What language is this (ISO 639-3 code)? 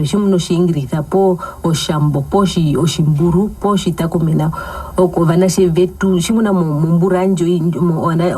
her